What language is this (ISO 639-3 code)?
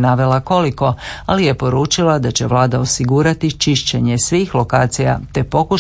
hrv